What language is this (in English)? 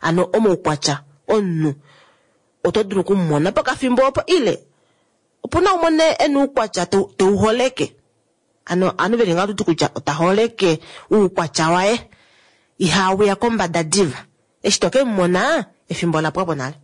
Kuanyama